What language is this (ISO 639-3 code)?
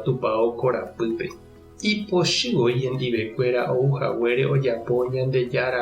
grn